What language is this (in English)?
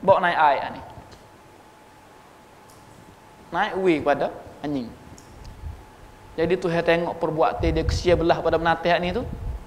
Malay